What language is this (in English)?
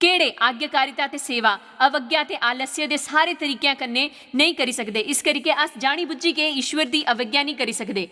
Dogri